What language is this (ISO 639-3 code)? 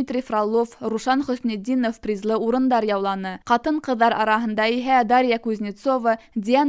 bak